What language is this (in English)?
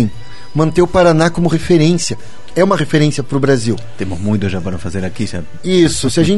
Portuguese